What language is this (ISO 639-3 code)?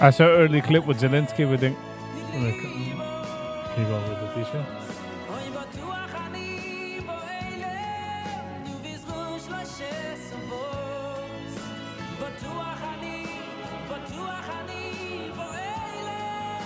yid